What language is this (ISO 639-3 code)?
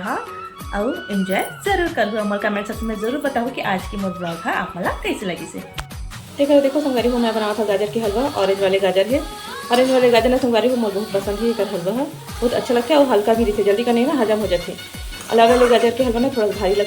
hne